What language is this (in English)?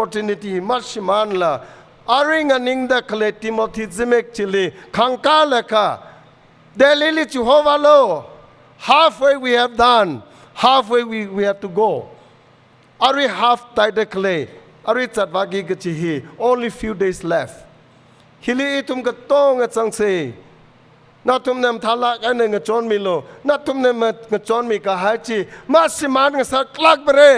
Tangkhul Naga (India)